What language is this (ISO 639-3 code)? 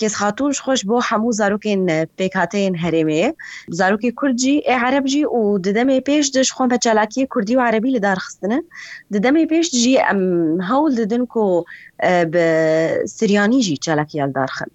kur